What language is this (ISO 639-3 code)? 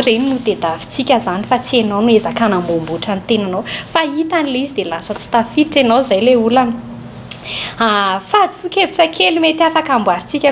mlg